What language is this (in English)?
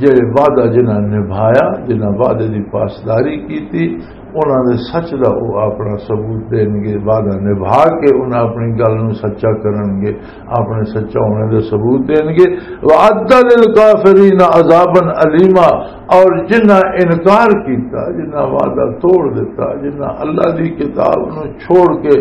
Western Panjabi